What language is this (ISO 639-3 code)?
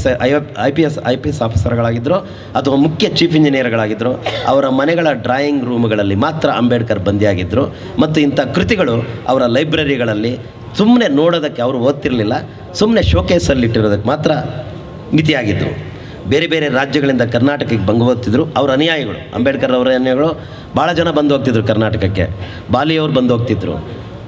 kan